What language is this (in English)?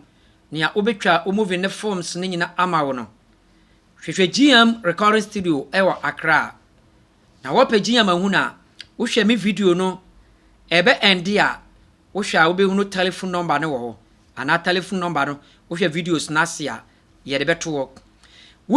Akan